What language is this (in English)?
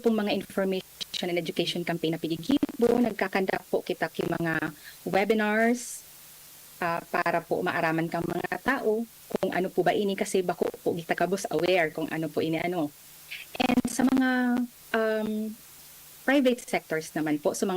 Bikol